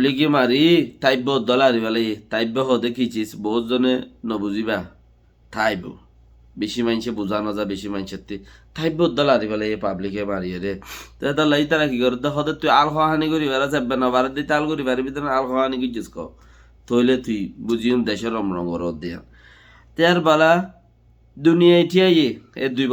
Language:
Rohingya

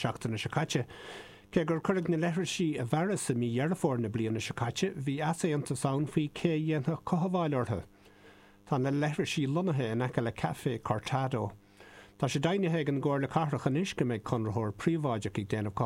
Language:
Irish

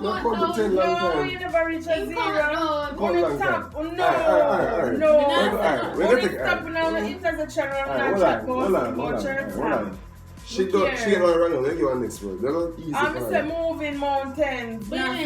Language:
Jamaican Creole English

